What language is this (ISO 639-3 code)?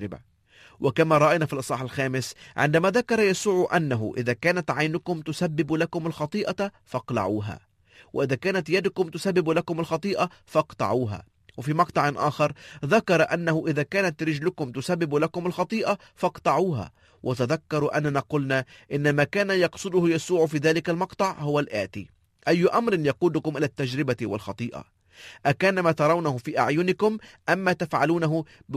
ara